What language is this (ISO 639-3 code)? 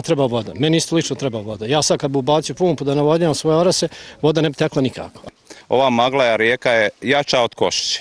bos